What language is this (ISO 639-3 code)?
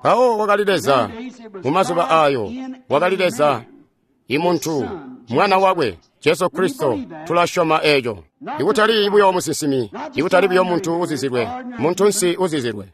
toi